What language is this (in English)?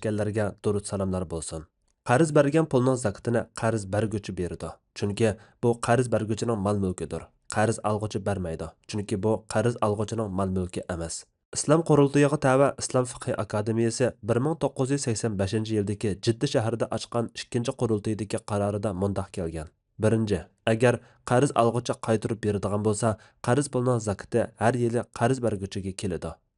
Uyghur